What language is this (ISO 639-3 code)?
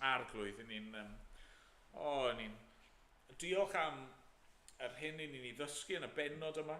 cym